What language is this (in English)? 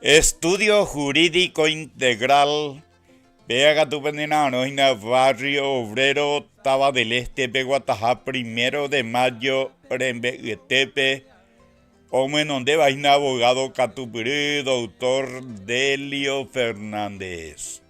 Guarani